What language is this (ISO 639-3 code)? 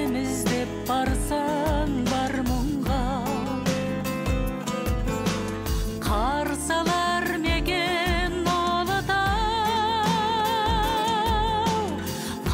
kaz